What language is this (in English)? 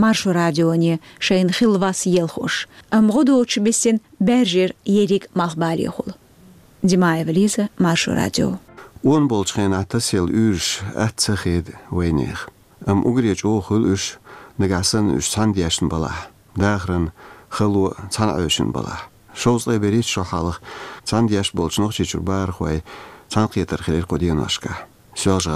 Chechen